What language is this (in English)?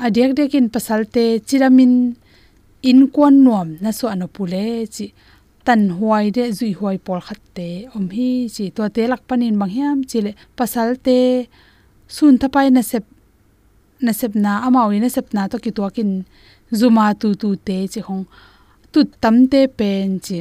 Tedim Chin